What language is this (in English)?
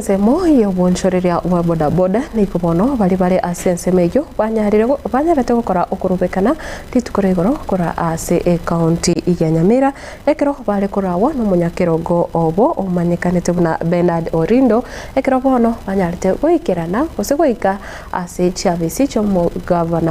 Gusii